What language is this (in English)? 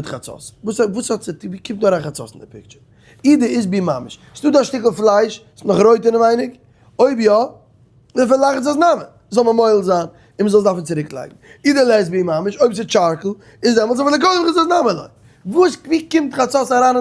Yiddish